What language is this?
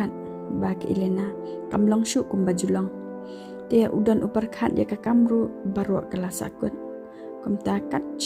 Khasi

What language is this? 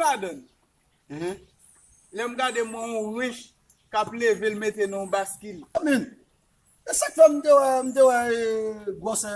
Haitian Creole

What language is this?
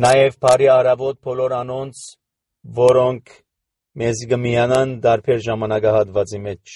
Armenian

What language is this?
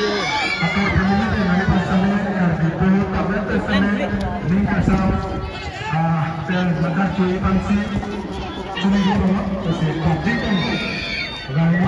Karbi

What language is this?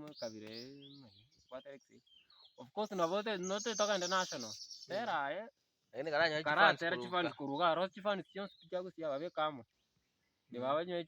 Gusii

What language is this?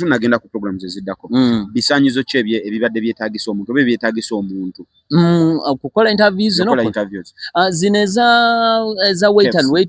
Ganda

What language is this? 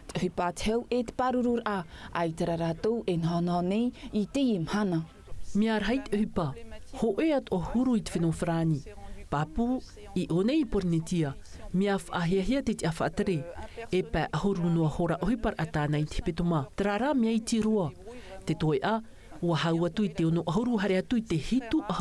Tahitian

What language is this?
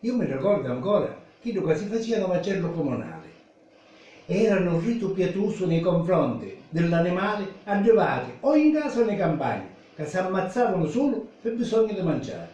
Sicilian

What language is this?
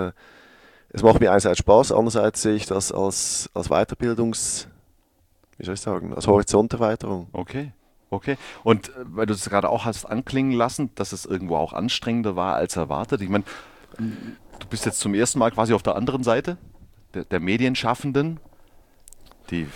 German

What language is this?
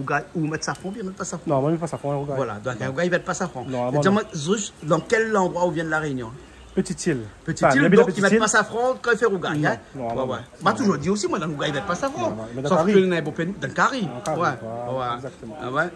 Réunion Creole French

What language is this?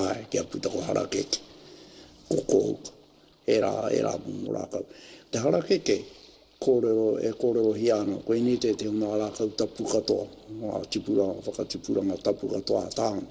Māori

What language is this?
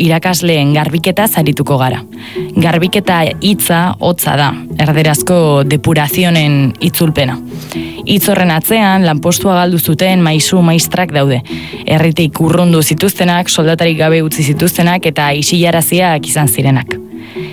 Basque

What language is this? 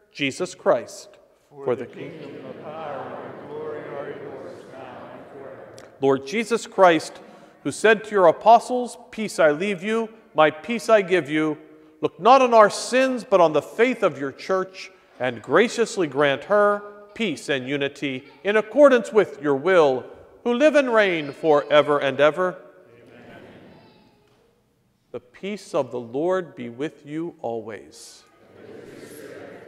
English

